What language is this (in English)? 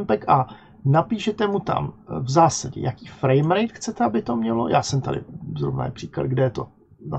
Czech